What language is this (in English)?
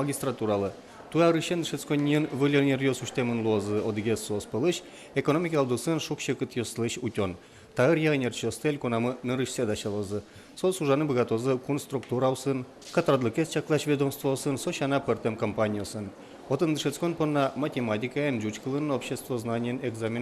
Udmurt